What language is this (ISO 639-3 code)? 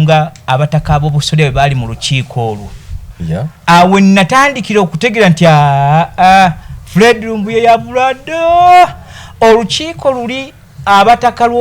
lug